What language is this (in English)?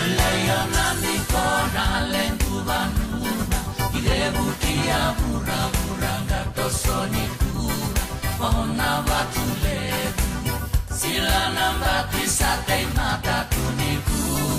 Fijian